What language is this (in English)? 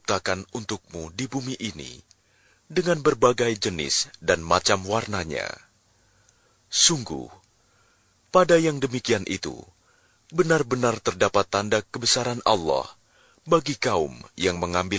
Indonesian